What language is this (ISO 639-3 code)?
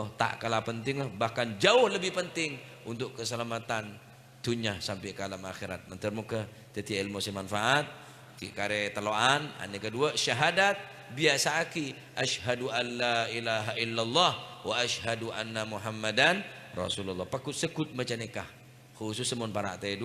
mad